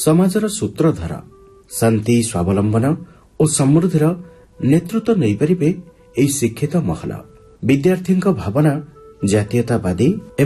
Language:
Odia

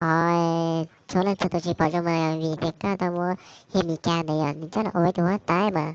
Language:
Hmong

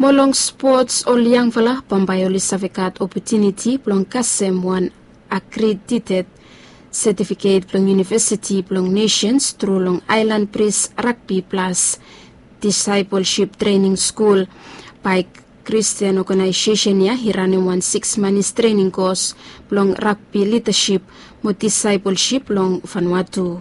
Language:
Bislama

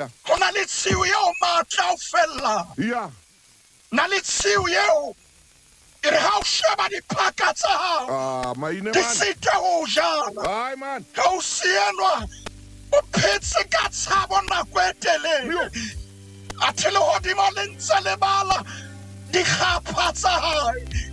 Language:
Southern Sotho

